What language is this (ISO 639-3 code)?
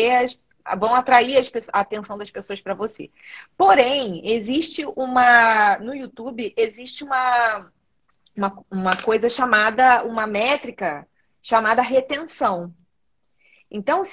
por